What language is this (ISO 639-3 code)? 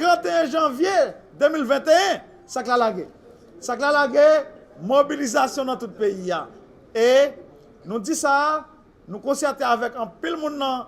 hat